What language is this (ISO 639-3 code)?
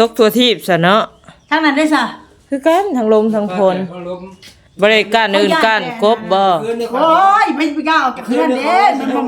tts